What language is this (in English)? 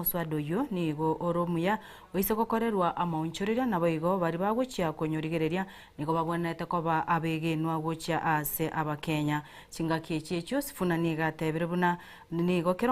Gusii